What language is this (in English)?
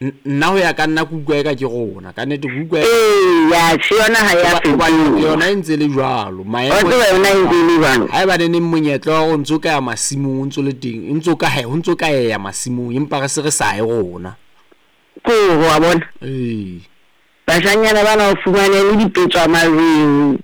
Southern Sotho